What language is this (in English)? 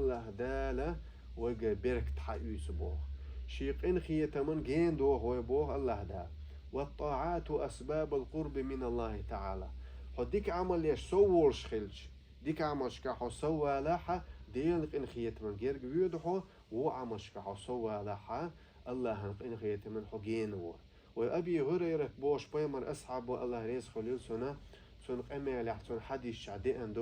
Chechen